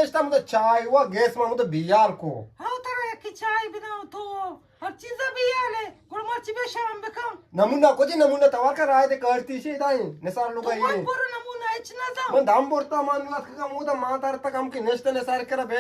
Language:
Eastern Balochi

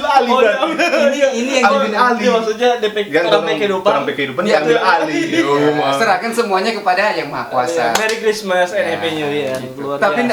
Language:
Manado Malay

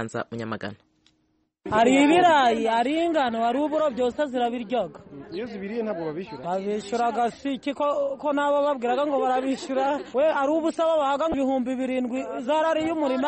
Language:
Kinyarwanda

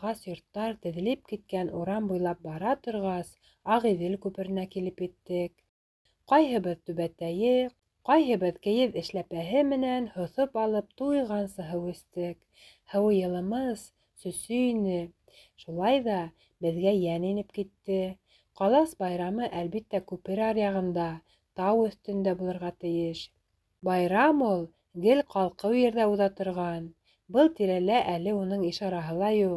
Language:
Bashkir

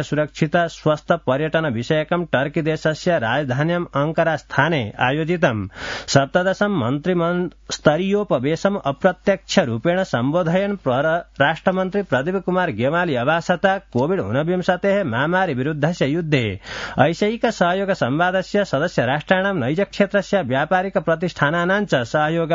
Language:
Sanskrit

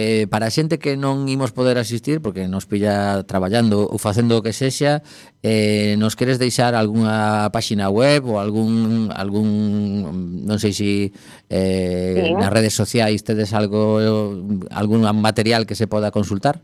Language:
Galician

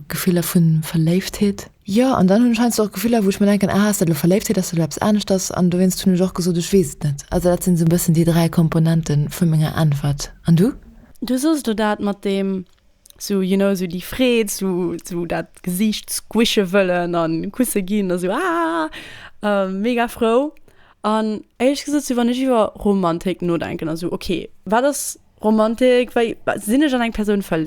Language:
Luxembourgish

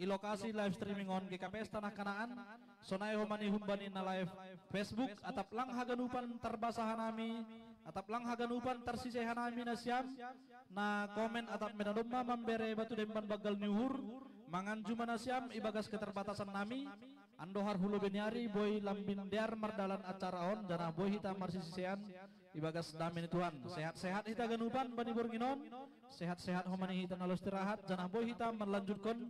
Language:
Batak Simalungun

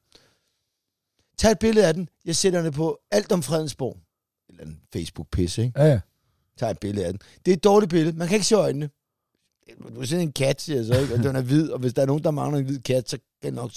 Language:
Danish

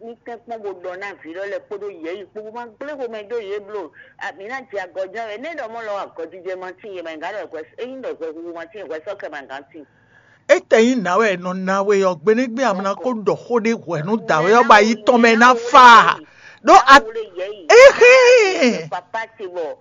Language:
Fon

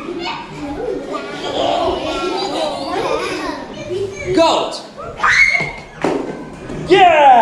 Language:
Ukrainian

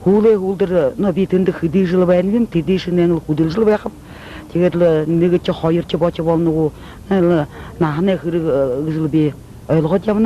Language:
Buriat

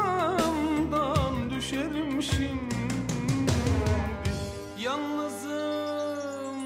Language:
Turkish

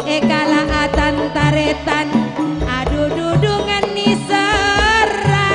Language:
Madurese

